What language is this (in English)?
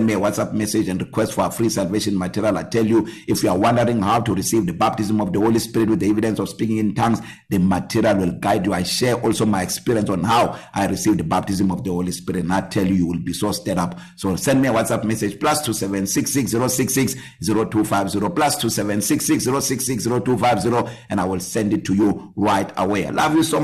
English